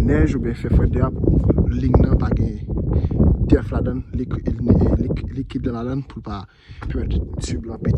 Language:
Haitian Creole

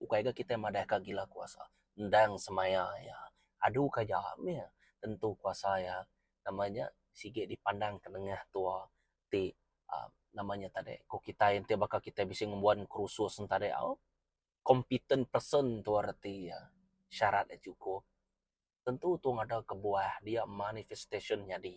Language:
Iban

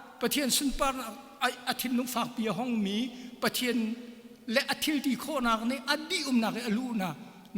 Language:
Hakha Chin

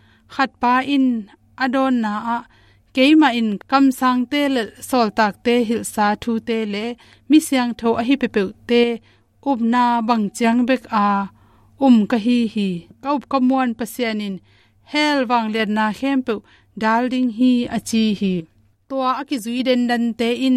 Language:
Tedim Chin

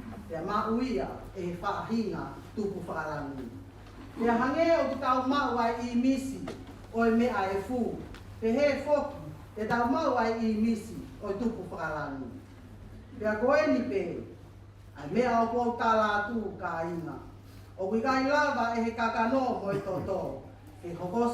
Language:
Tongan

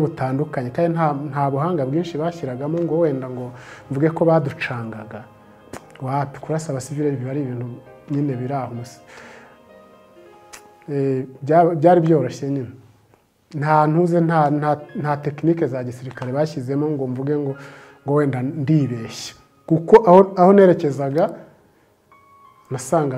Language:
Kinyarwanda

